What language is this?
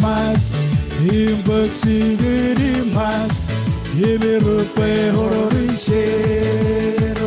Marshallese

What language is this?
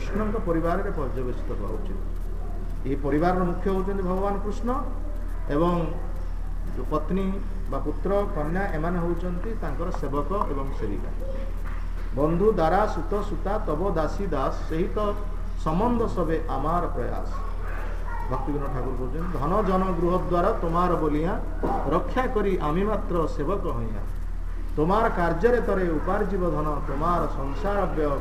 Odia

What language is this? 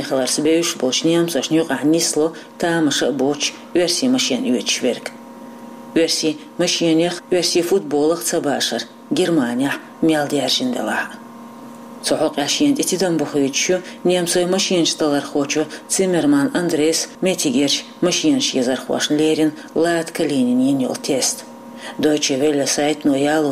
Chechen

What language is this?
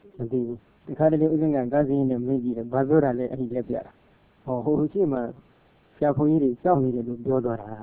Burmese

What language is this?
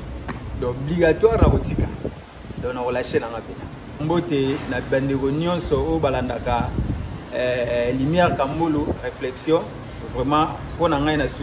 Lingala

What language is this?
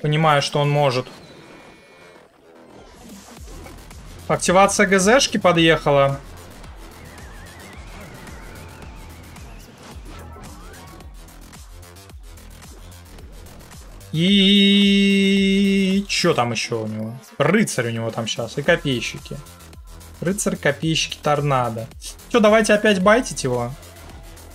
Russian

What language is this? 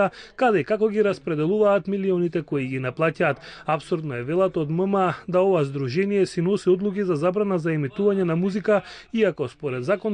Macedonian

